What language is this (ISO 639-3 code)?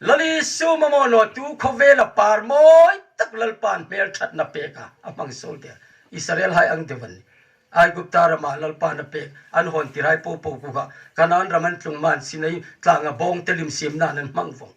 hmr